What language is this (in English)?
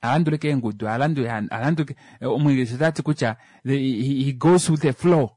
Kuanyama